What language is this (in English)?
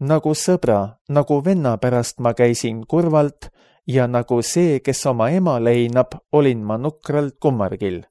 Estonian